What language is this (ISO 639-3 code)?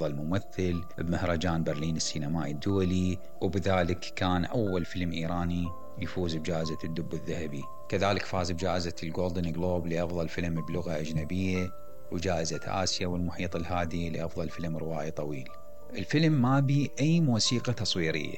acm